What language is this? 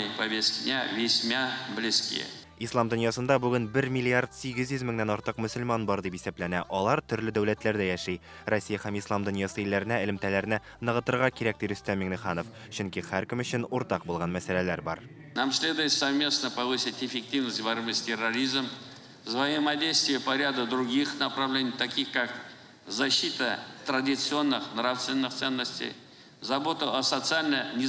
Tatar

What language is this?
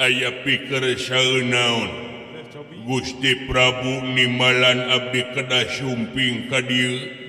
Sundanese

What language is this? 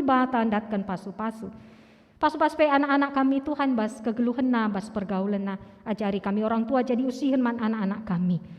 Batak Karo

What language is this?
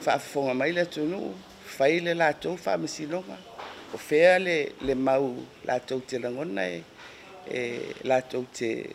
Samoan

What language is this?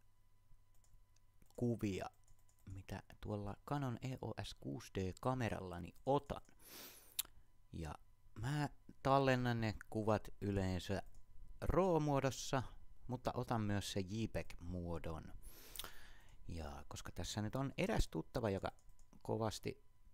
Finnish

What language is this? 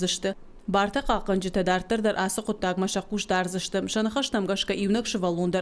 Ossetic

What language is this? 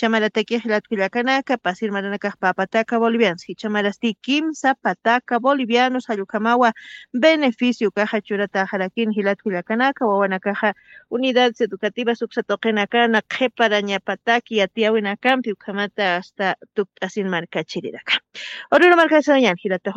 Aymara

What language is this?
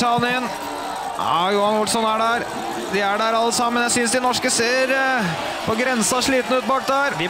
Norwegian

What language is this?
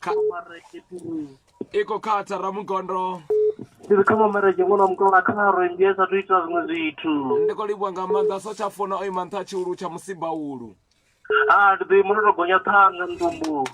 Venda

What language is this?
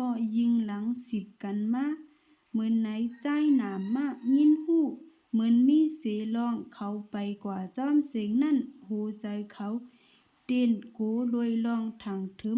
Shan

